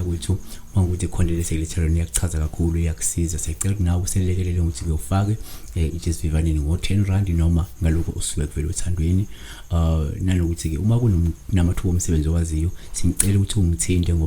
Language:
Zulu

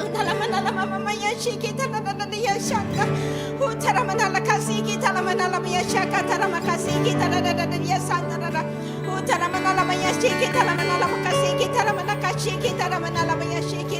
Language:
Iban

